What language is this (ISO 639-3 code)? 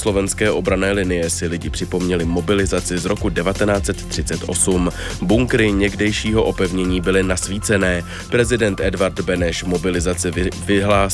ces